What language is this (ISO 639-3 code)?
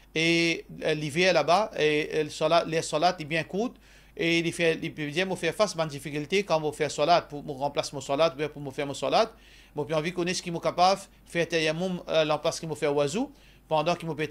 mfe